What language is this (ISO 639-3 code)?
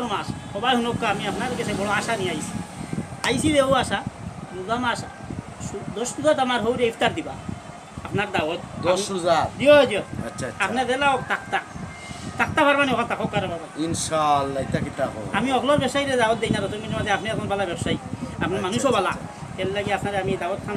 syl